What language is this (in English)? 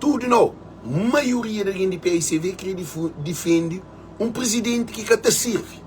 Kabuverdianu